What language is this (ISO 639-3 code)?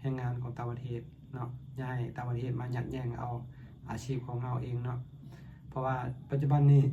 lao